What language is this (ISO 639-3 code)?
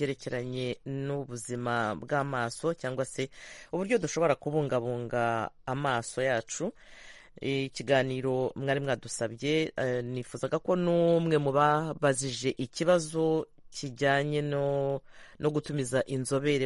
kin